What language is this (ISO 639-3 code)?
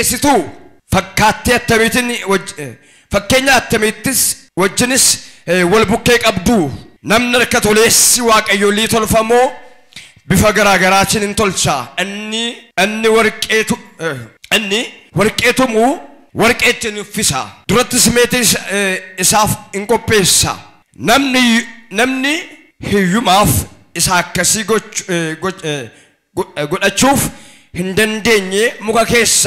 orm